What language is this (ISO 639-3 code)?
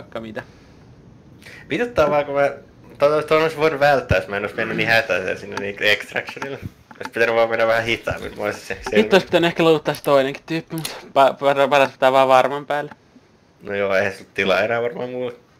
fin